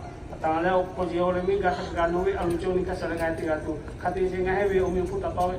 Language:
Lahu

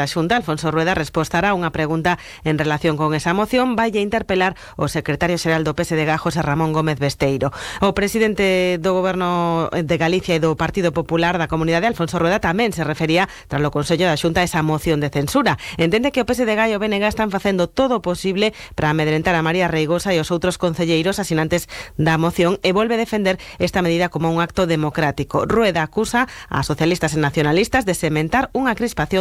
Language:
Galician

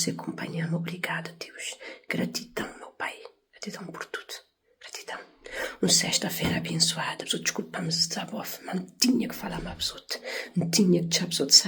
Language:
Kabuverdianu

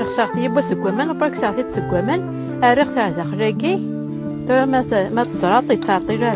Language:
Kabyle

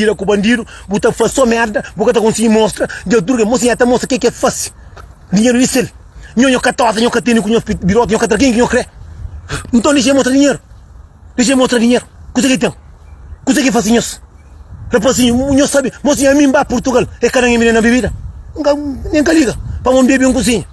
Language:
Kabuverdianu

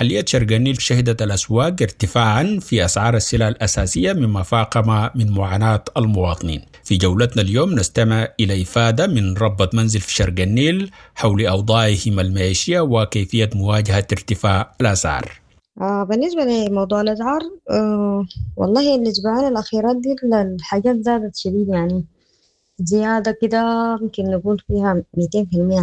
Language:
Sudanese Arabic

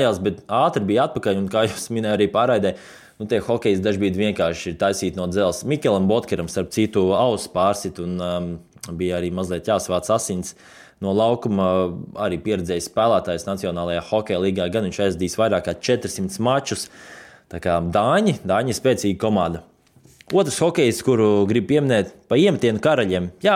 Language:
Latvian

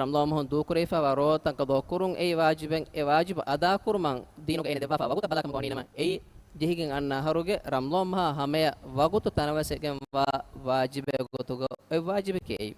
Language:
Divehi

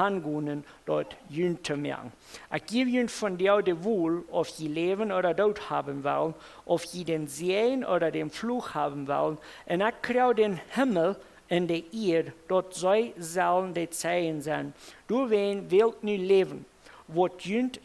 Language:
Plautdietsch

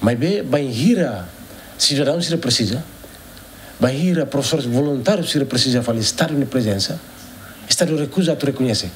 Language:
Tetum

